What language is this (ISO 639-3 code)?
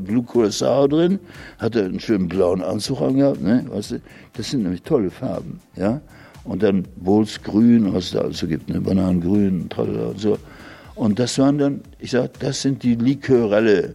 deu